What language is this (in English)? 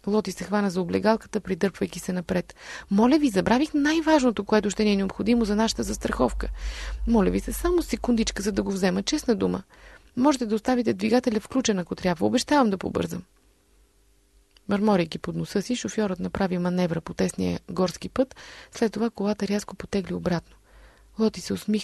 Bulgarian